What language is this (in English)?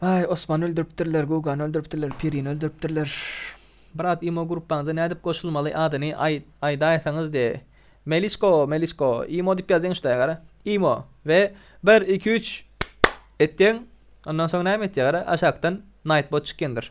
Turkmen